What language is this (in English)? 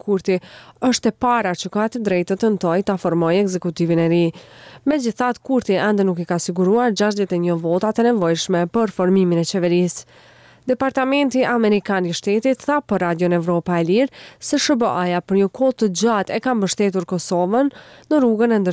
Albanian